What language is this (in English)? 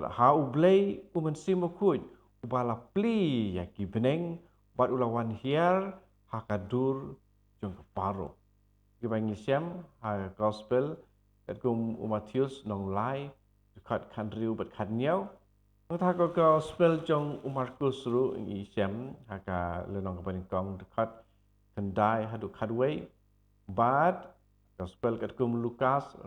Khasi